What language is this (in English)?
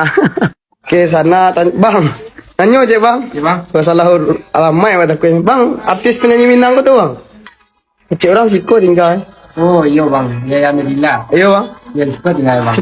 Minangkabau